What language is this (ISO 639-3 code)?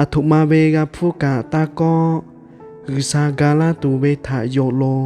lhu